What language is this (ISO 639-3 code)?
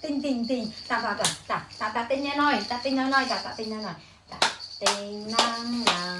khm